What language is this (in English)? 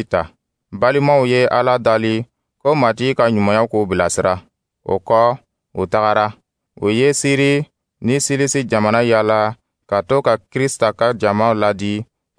Dyula